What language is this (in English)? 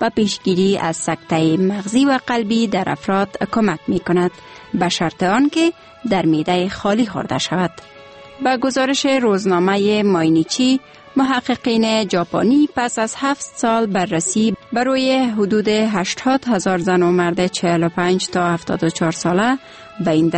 Persian